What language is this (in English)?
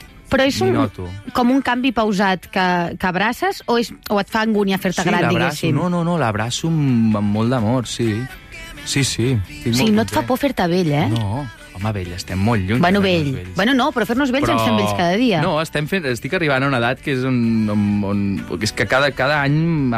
Catalan